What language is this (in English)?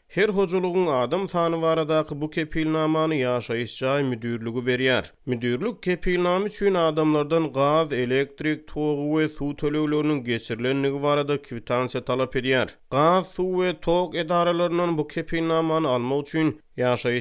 Turkmen